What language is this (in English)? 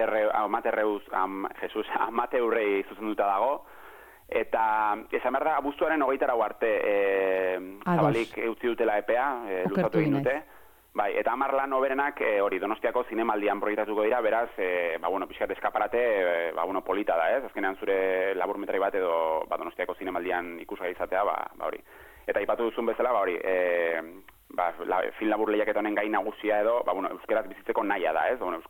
Basque